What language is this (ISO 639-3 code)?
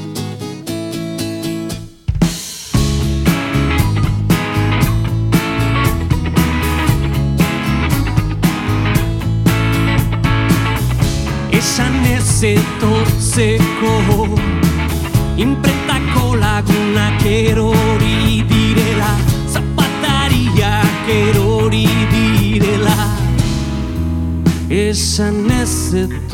eus